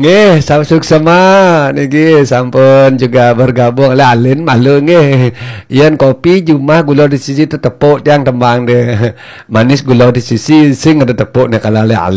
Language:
Balinese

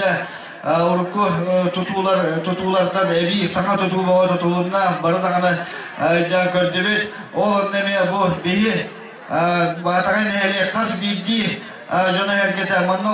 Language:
Yakut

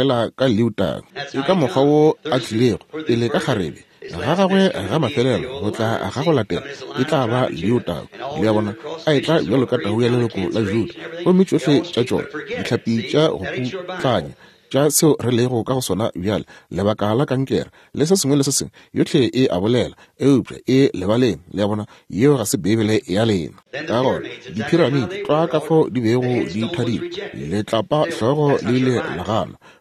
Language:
Northern Sotho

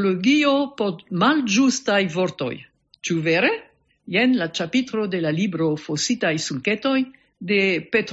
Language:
Esperanto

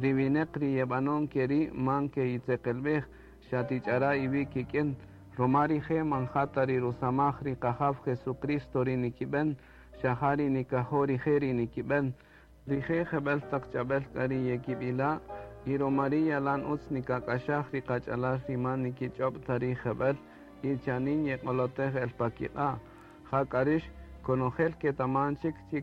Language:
Kaqchikel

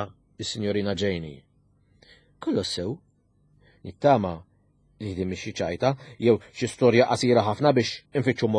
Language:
Maltese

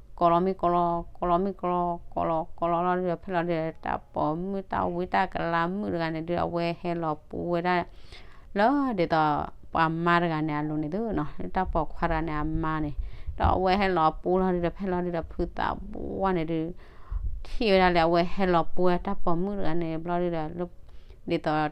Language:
S'gaw Karen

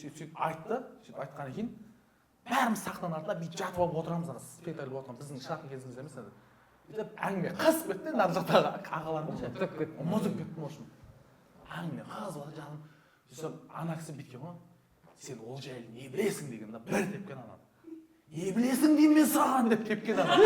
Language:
Kazakh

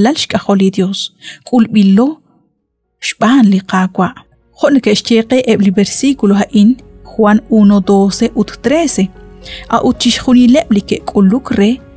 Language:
Kekchí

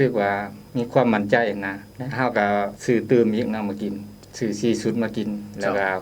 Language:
Lao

